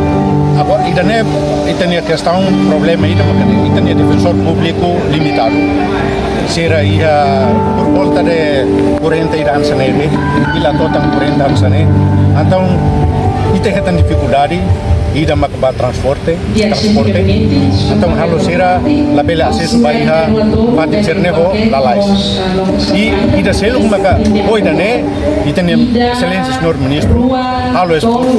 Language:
Tetum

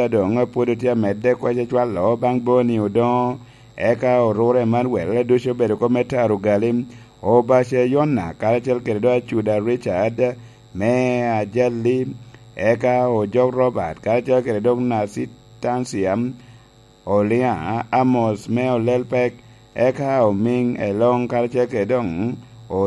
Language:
Lango (Uganda)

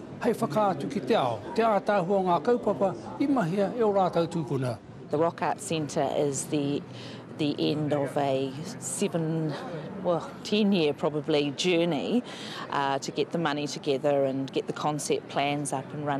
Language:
Māori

